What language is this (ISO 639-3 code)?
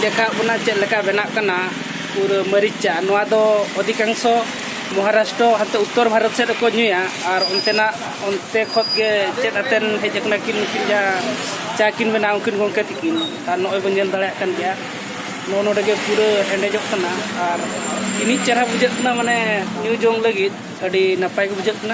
sat